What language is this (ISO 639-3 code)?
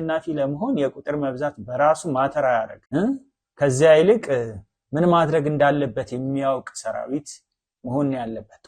amh